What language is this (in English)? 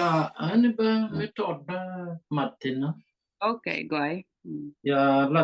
Nuer